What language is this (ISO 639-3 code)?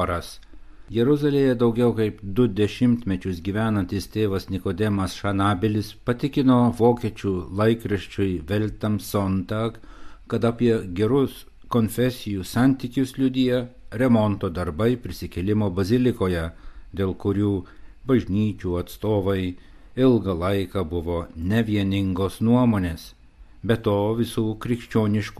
lit